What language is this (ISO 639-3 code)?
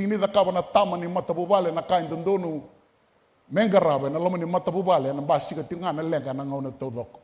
fij